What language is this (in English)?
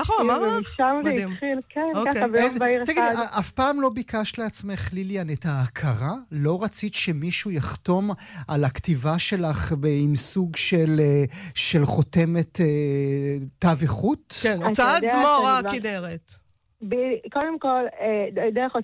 Hebrew